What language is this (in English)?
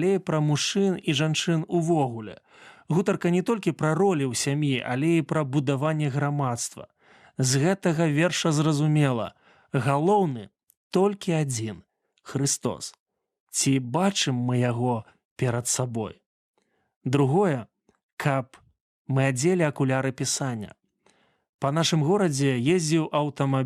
Belarusian